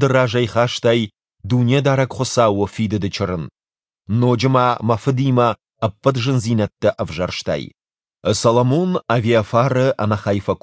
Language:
Ossetic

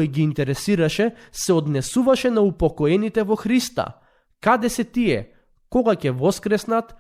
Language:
Macedonian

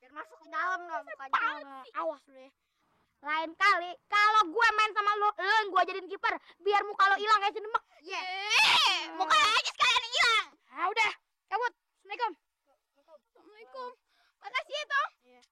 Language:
Betawi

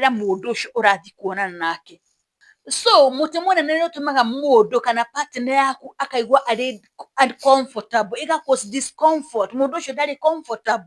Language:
Kikuyu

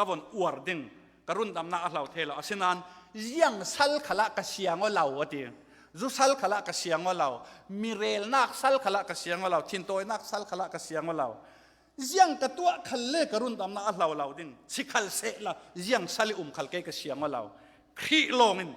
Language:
Falam Chin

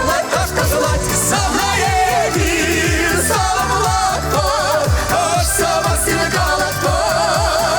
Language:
Chuvash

